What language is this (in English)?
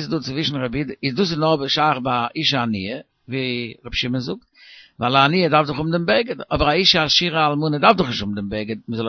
Yiddish